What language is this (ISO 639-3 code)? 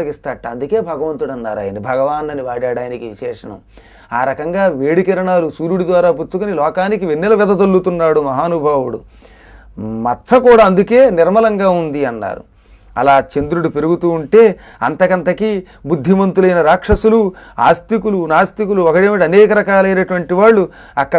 tel